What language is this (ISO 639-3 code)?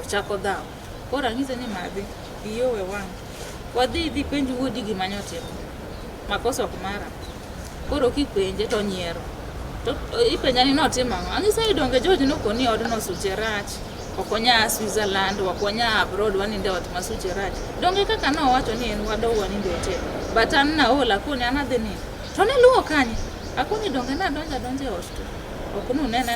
luo